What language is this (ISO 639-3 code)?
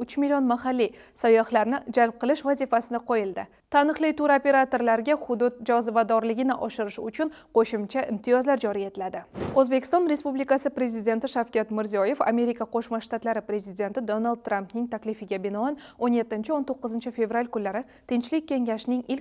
uzb